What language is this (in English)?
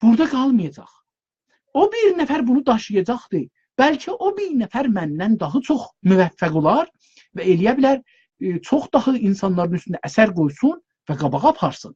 South Azerbaijani